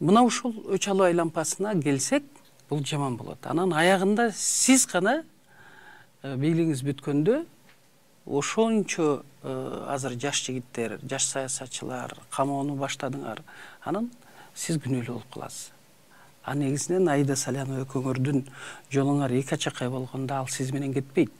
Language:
Kyrgyz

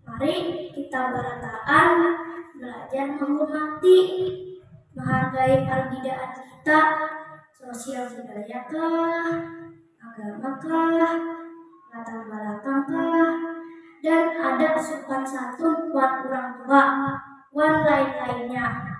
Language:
Banjar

